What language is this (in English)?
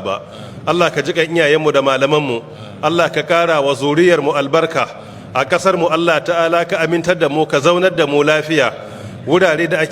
Hausa